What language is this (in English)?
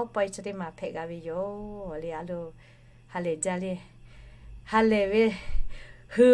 Lahu